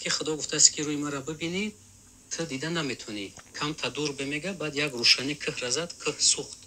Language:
Tajik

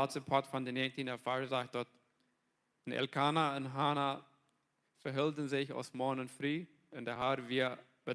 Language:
Plautdietsch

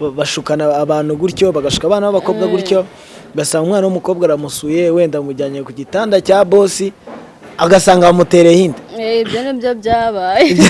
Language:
Kinyarwanda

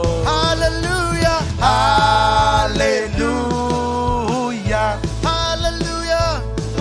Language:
Marshallese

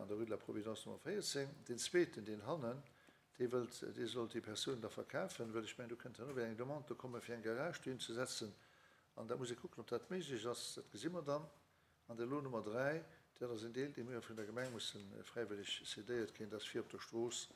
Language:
Luxembourgish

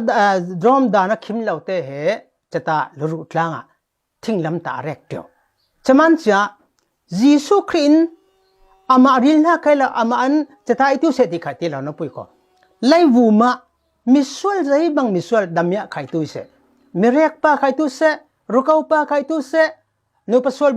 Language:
Falam Chin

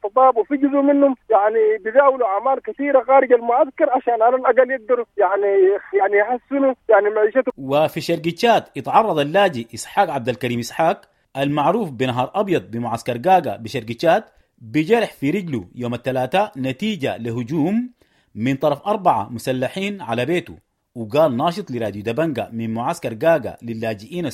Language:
Sudanese Arabic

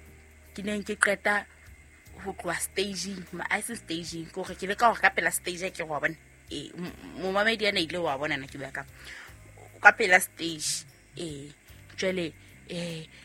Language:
Southern Sotho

